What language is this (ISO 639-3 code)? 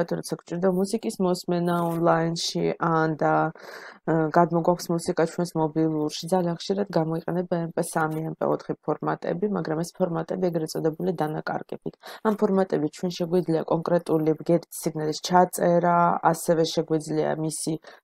kat